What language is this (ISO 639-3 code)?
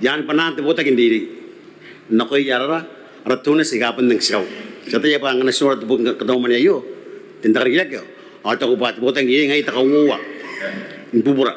gil